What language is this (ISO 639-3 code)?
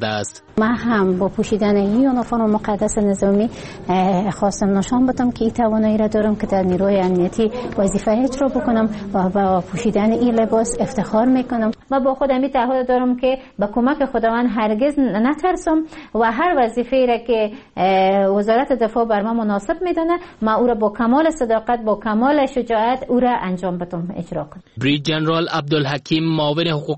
fas